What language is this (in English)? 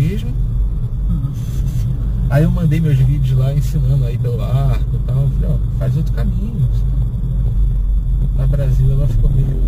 Portuguese